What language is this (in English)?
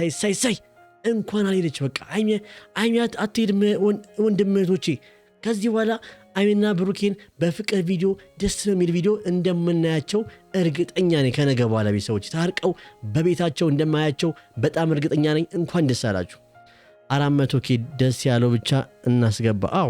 Amharic